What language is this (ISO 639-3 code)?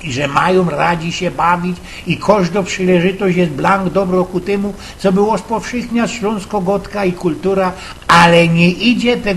szl